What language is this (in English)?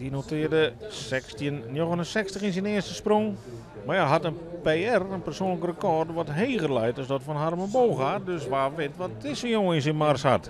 Western Frisian